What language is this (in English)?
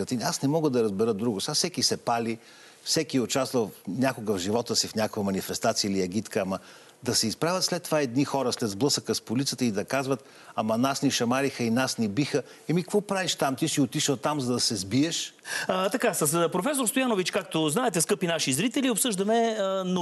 Bulgarian